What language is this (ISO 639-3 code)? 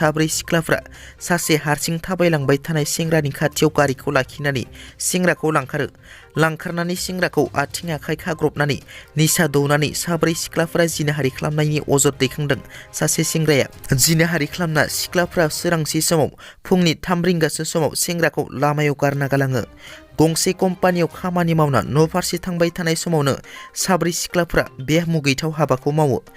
brx